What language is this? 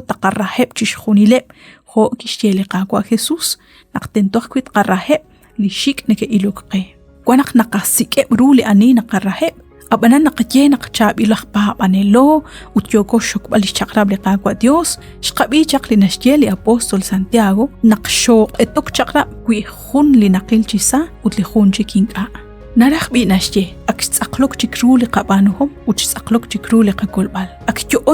Kekchí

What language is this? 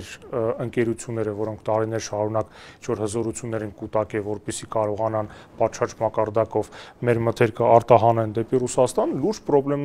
Armenian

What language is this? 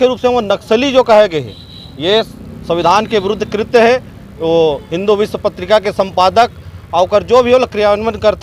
Chhattisgarhi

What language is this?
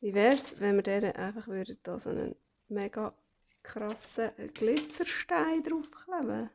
Swiss German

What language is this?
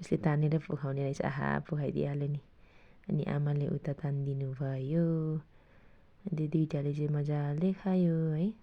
Nepali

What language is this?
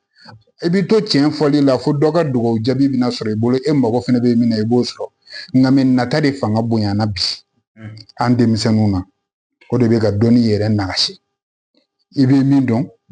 Bambara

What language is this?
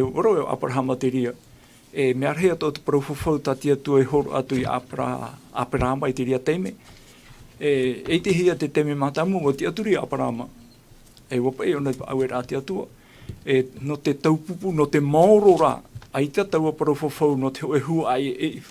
Tahitian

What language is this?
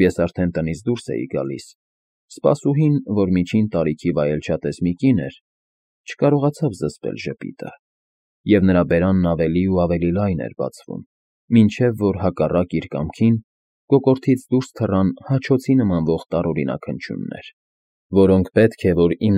Armenian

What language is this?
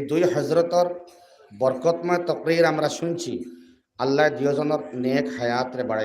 Sylheti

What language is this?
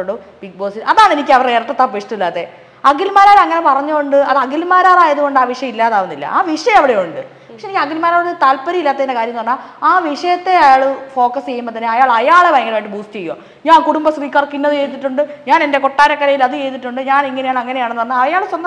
Malayalam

